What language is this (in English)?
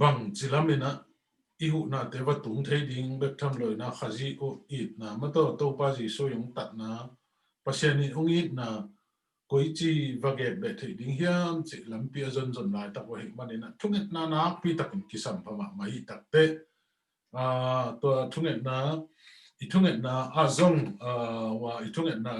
Tedim Chin